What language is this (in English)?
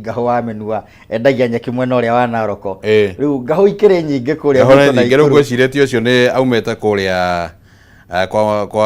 Kikuyu